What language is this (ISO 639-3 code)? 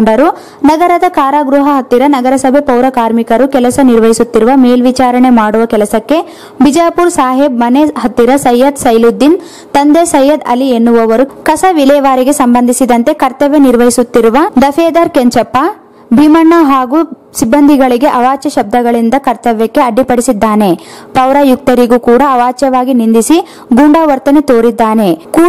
kan